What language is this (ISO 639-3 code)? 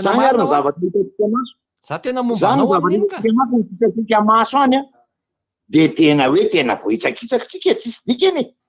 mlg